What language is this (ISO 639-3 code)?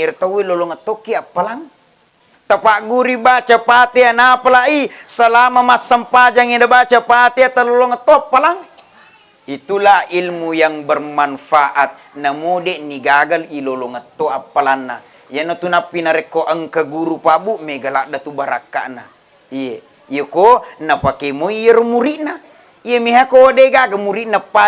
bug